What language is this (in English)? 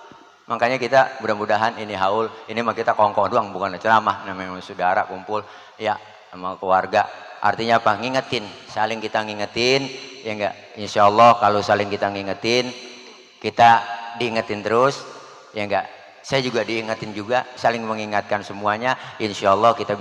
Betawi